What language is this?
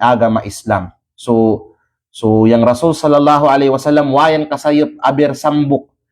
Kalagan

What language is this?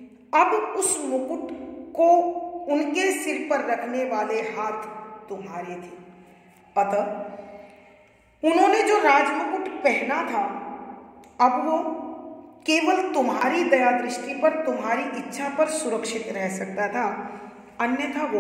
Hindi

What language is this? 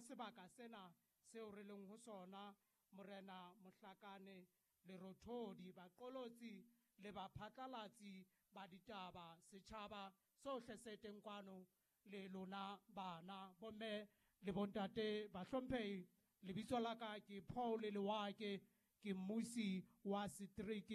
Southern Sotho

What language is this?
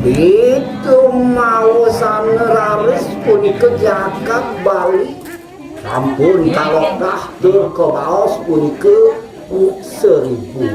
Balinese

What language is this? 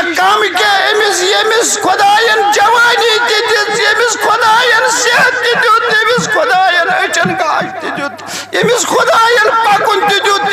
Kashmiri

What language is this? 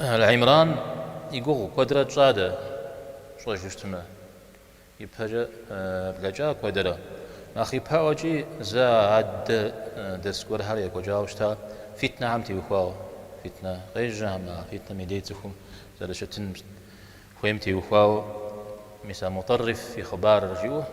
Kabardian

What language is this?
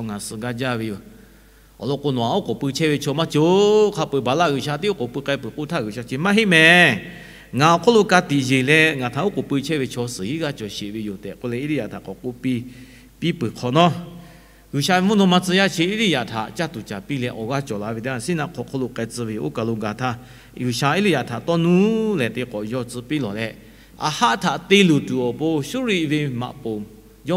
Lahu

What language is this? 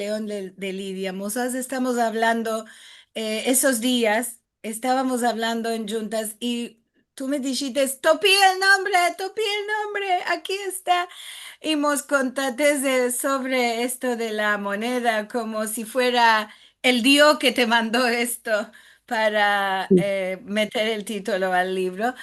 Ladino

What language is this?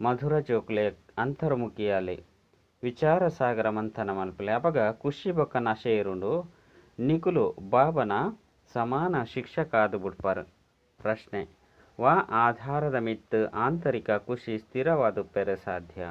Tulu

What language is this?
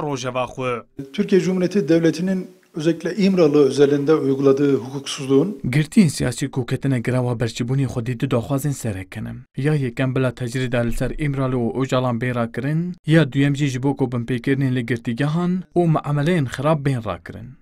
Kurdish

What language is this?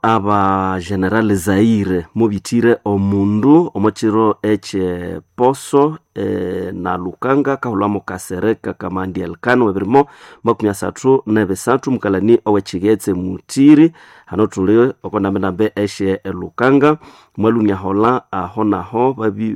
Nande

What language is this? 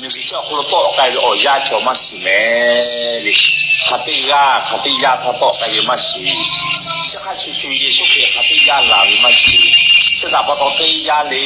Lahu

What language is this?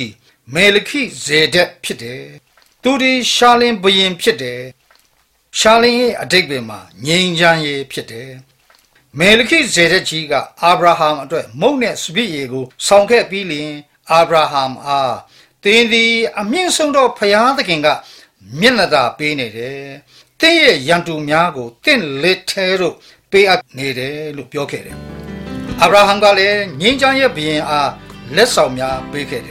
Burmese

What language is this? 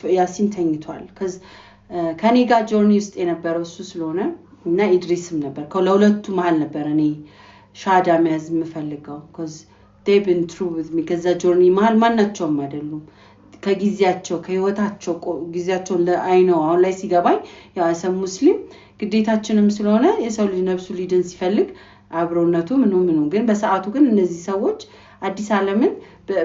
Amharic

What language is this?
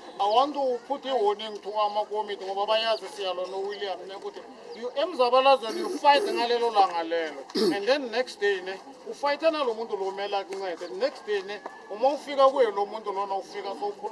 Zulu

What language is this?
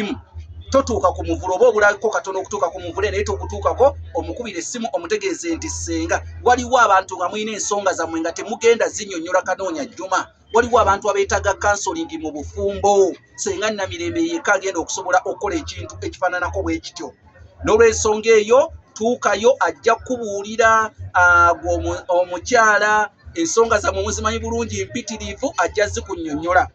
Ganda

